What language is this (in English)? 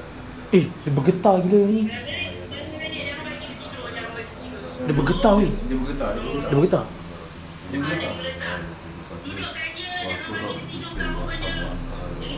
Malay